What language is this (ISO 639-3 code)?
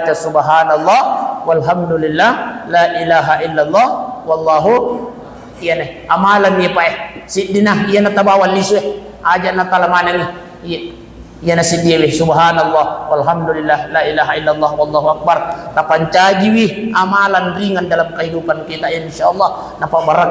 bug